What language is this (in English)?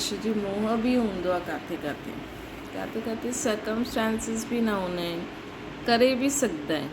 Sindhi